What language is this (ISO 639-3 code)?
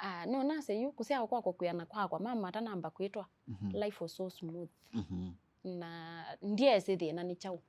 kam